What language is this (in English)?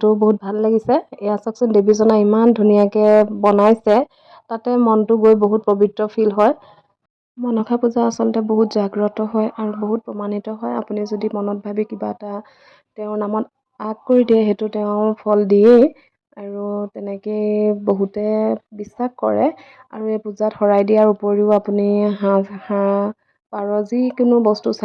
Assamese